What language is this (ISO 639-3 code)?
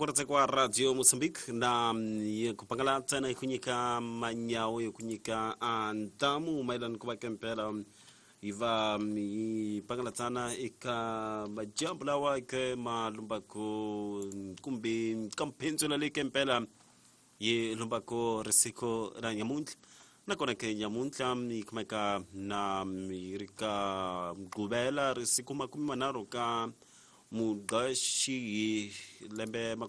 tso